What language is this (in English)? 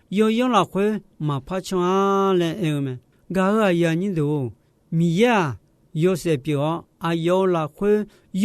Akha